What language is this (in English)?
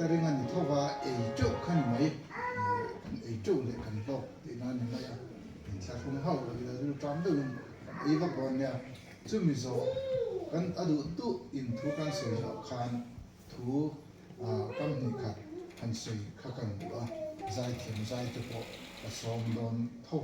Mizo